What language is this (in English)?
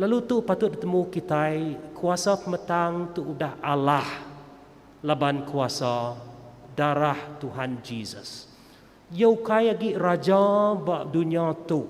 Iban